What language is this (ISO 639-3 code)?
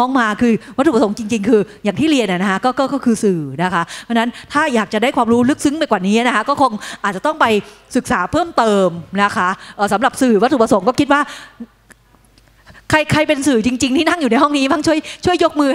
tha